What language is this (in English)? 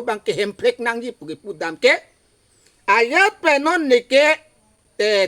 Karbi